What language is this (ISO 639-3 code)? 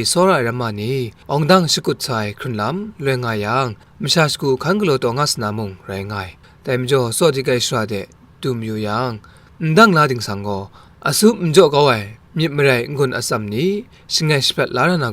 kac